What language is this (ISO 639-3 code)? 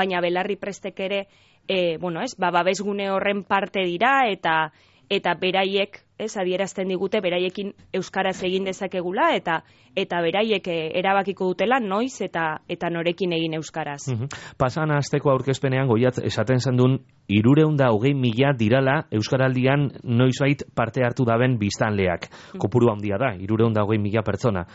eus